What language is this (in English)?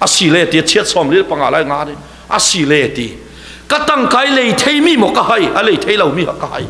Falam Chin